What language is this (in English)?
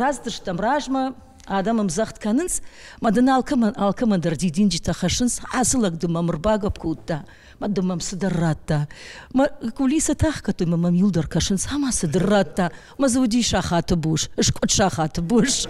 Ossetic